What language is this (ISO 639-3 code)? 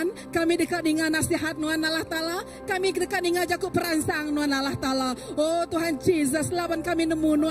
iba